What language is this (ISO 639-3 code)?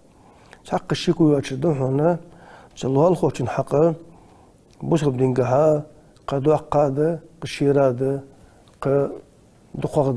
inh